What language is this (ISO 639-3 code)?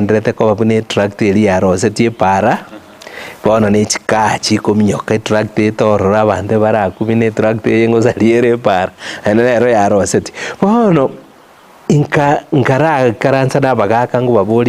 guz